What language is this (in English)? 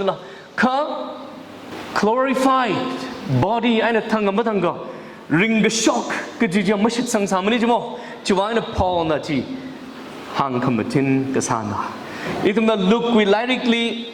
Tangkhul Naga (India)